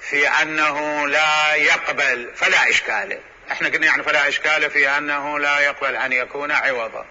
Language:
Mesopotamian Arabic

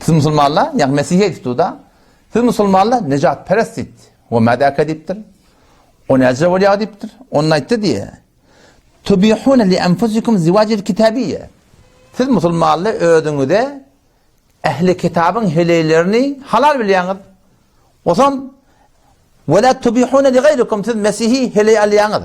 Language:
Turkmen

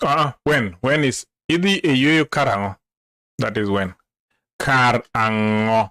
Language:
Luo (Kenya and Tanzania)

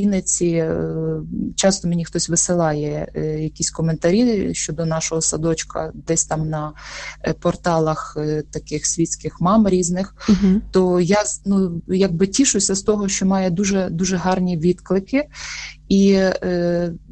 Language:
Ukrainian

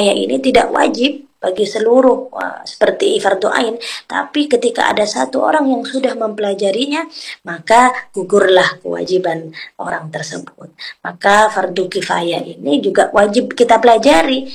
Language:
Indonesian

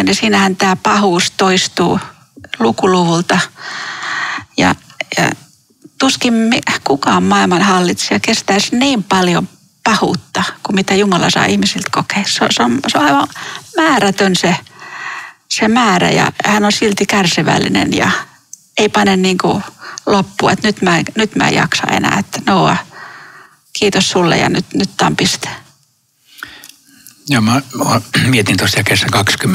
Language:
Finnish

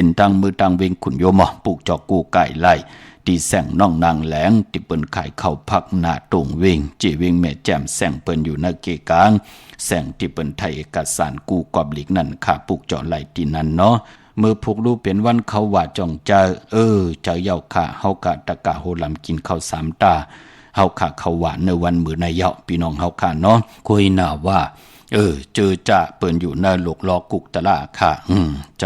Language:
Shan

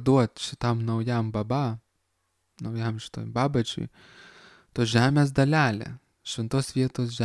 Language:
Lithuanian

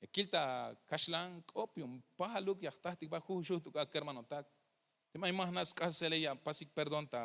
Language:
Tzeltal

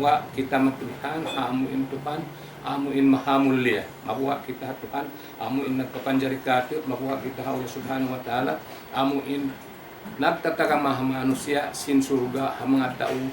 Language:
Tausug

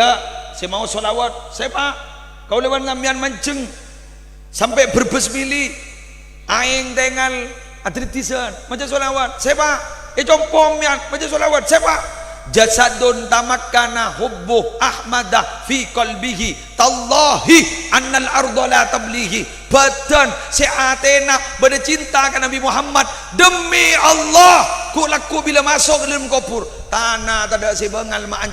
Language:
Madurese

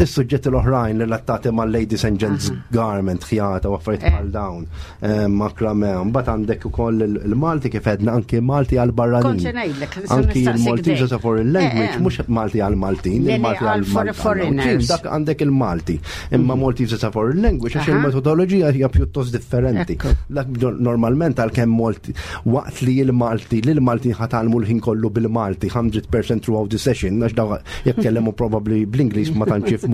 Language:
Maltese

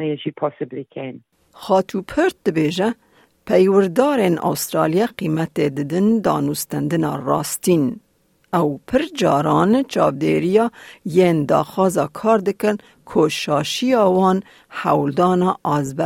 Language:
Kurdish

